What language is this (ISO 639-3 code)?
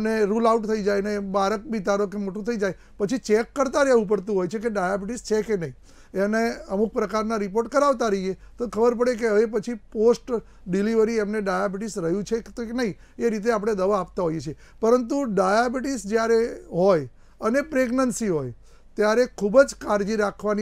guj